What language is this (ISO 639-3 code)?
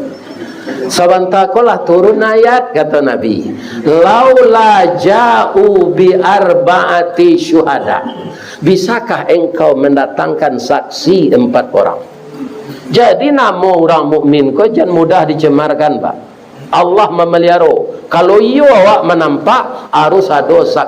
min